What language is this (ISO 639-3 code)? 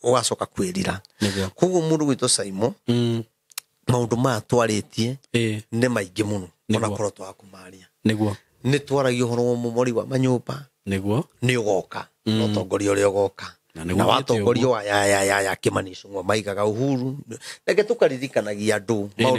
kik